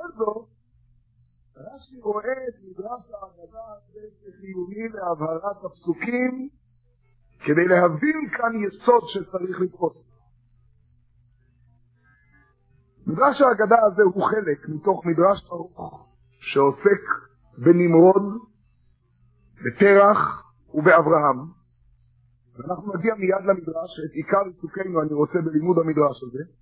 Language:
Hebrew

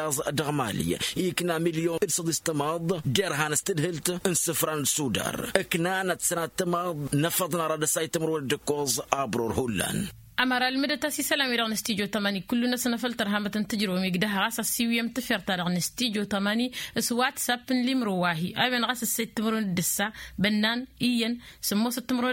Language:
Tamasheq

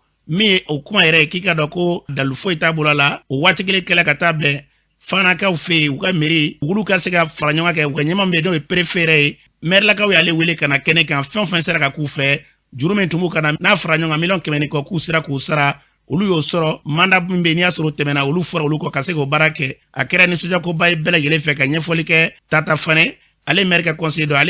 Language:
Bambara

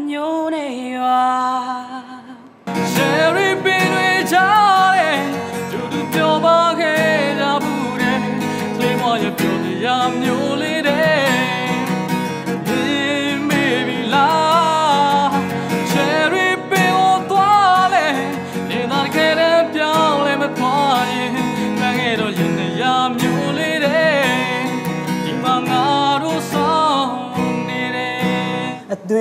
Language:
Burmese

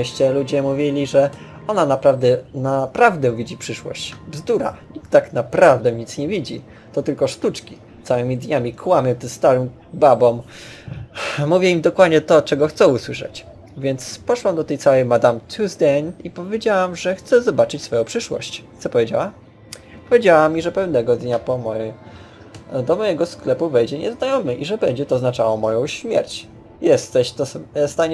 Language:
Polish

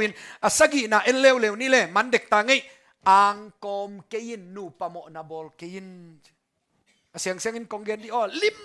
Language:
Tedim Chin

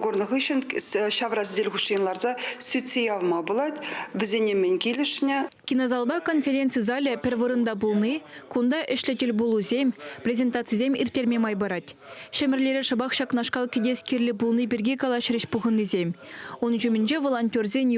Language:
Chuvash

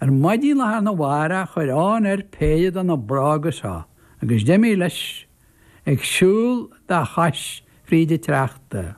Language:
Irish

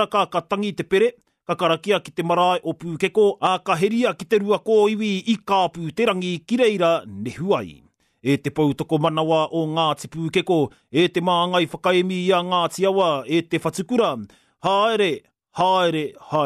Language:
Māori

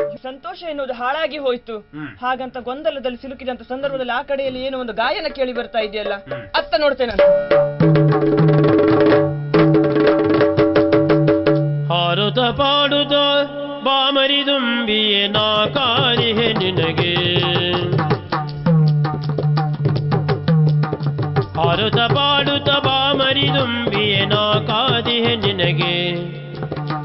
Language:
Kannada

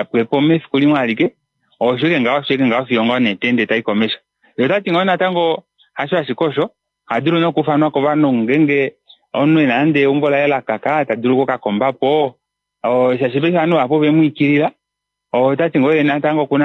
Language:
Kuanyama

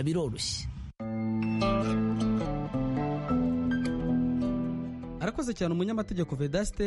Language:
Kinyarwanda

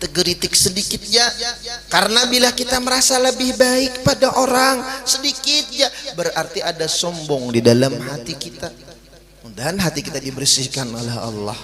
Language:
Banjar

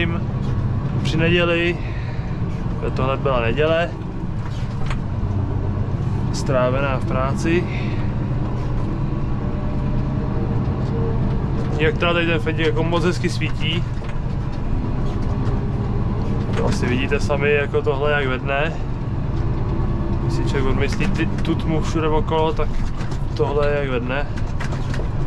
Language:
Czech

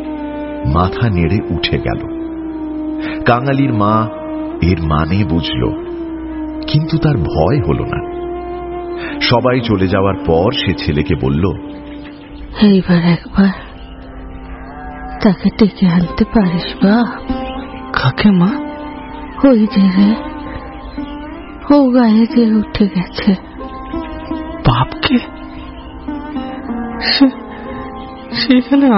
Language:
Bangla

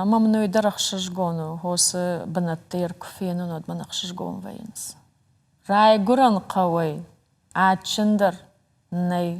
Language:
Ossetic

